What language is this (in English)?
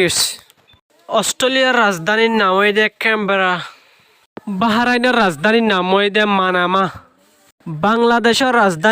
Rohingya